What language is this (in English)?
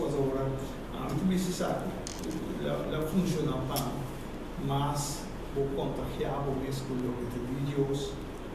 Papiamento